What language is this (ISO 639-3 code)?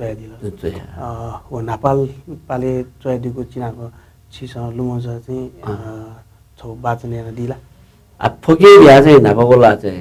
new